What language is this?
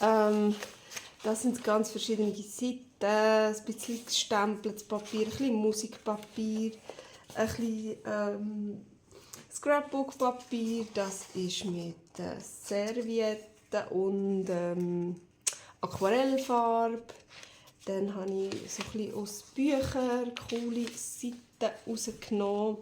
Swiss German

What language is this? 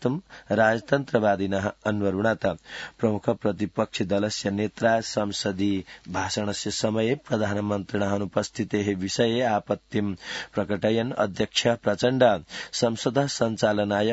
Sanskrit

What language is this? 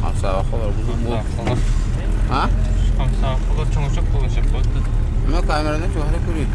Yakut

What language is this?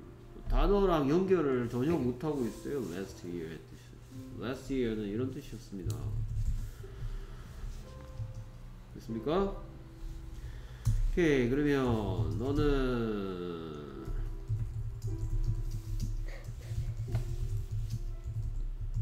Korean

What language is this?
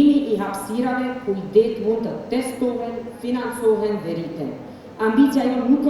Albanian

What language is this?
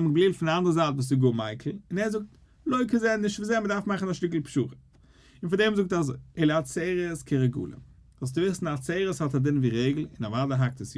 Yiddish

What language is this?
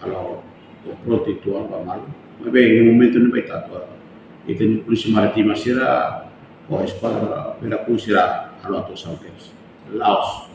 Tetum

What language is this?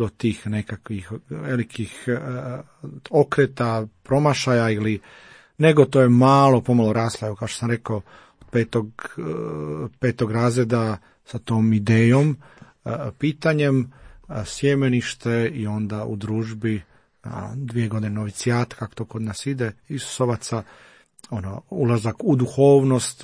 Croatian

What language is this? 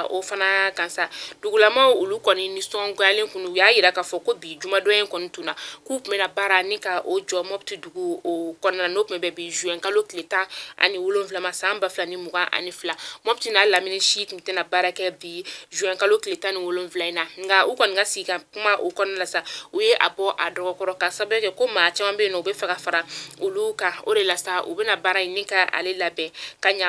Bambara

